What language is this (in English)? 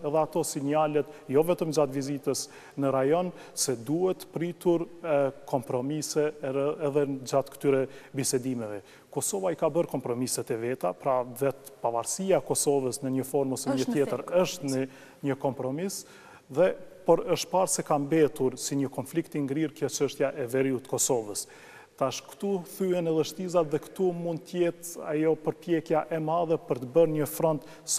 Albanian